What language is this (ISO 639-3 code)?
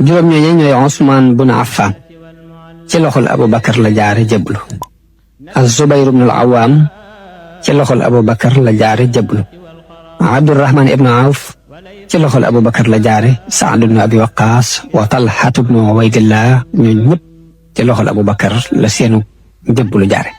wol